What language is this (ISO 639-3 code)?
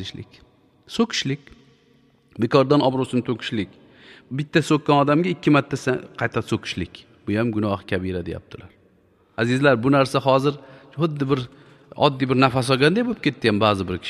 uzb